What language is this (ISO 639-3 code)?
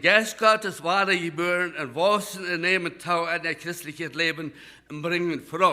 pdt